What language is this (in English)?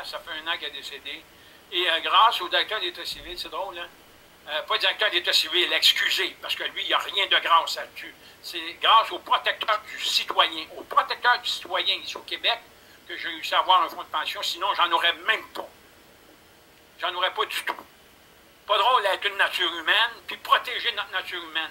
French